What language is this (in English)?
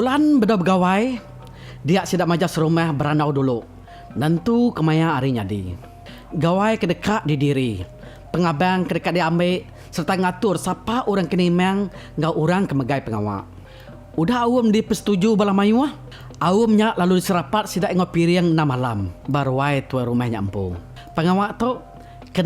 Iban